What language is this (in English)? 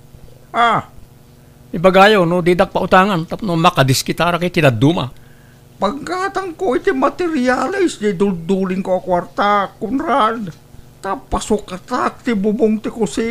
Iloko